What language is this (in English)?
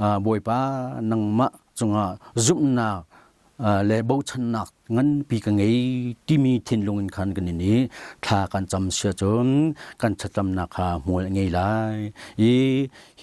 Hakha Chin